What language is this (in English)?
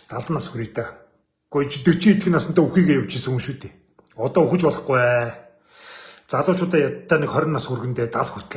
Mongolian